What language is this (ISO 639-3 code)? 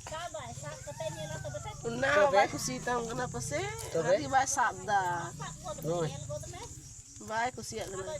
sat